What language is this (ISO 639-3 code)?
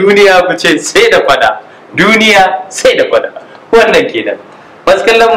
hau